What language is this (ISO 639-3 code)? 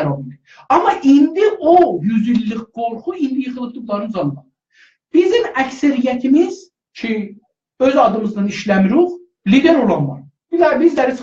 azb